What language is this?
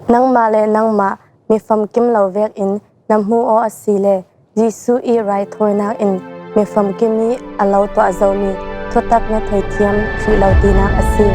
Falam Chin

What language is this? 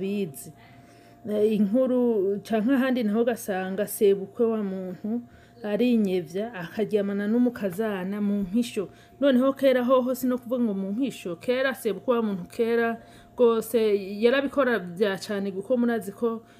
Rundi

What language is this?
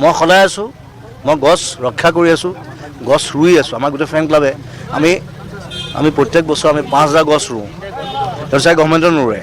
Assamese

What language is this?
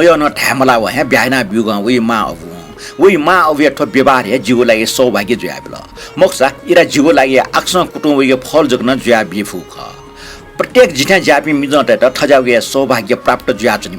Newari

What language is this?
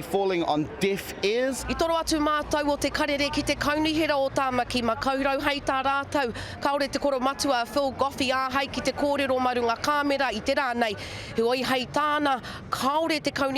Māori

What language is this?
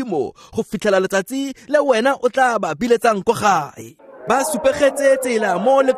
Tswana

